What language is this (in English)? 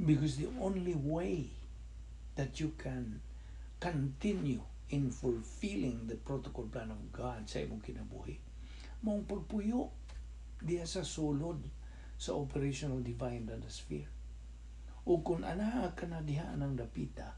Cebuano